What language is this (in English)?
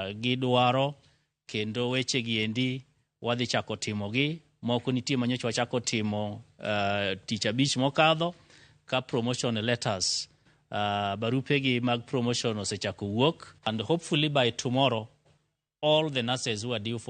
Luo (Kenya and Tanzania)